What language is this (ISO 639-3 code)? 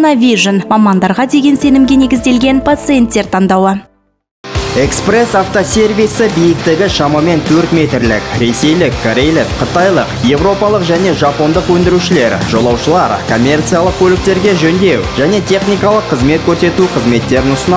kaz